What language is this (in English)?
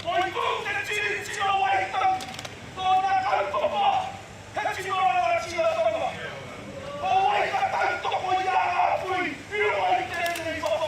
Māori